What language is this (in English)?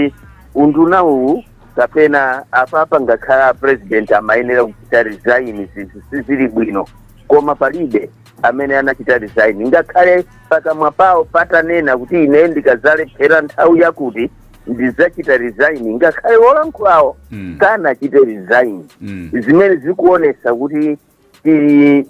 Nyanja